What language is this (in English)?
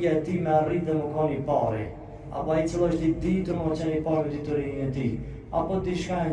Albanian